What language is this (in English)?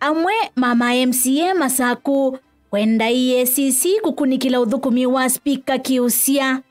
Kamba